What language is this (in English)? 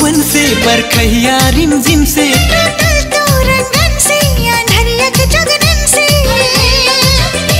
Bhojpuri